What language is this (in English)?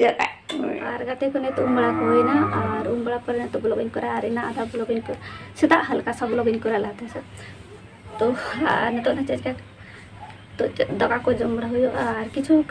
Santali